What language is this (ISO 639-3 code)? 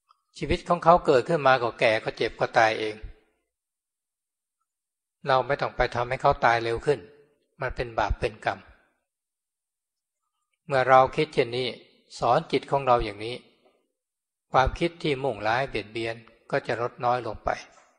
tha